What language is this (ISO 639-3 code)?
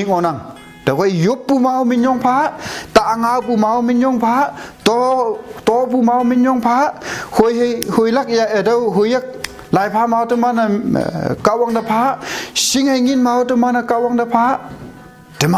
nbe